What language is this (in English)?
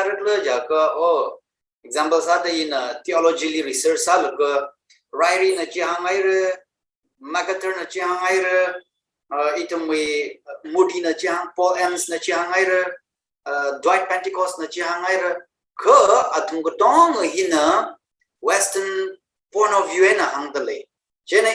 Tangkhul Naga (India)